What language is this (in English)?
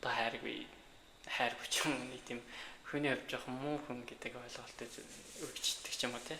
Mongolian